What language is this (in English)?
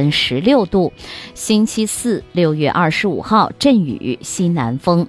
Chinese